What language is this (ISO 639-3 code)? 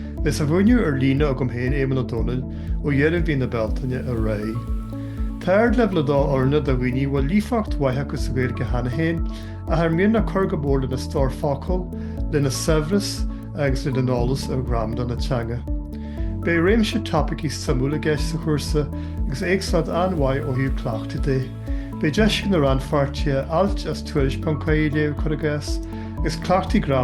gle